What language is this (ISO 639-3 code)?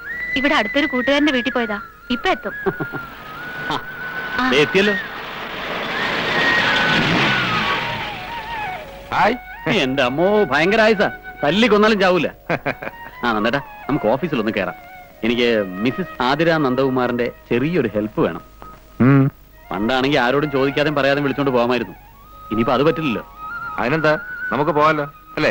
mal